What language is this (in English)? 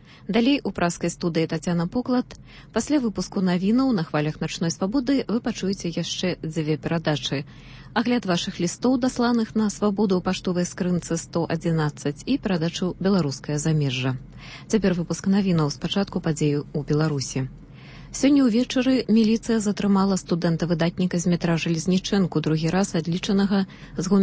Belarusian